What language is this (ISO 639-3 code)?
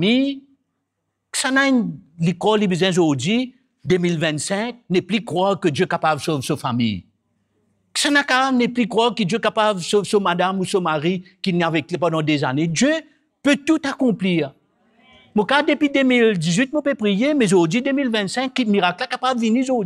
mfe